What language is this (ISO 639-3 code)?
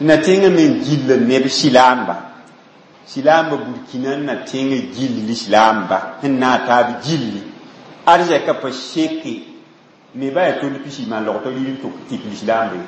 mos